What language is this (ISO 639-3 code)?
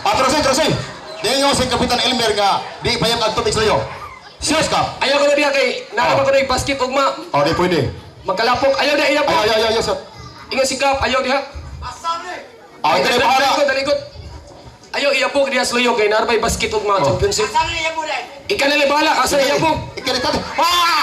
ceb